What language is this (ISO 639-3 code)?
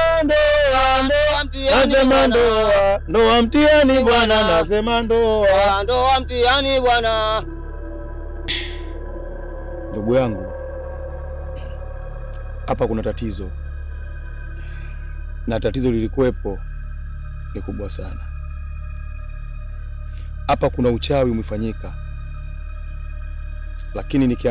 swa